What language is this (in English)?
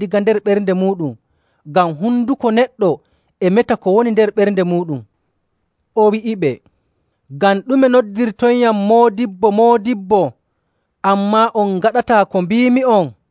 Nigerian Fulfulde